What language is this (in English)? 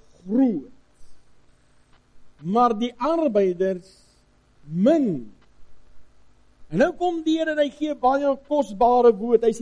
Afrikaans